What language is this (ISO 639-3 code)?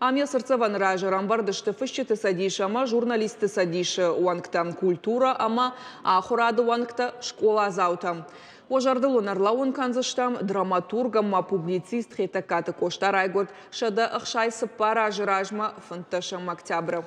oss